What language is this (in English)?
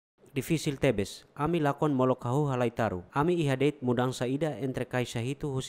Tetum